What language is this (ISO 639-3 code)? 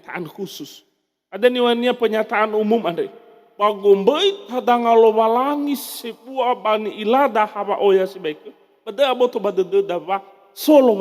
nia